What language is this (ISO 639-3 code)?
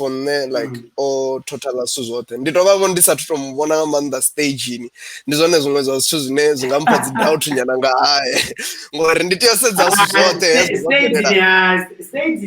ven